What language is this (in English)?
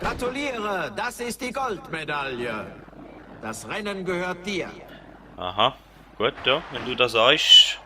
Swiss German